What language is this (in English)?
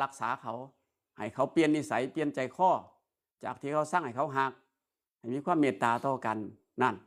Northeastern Thai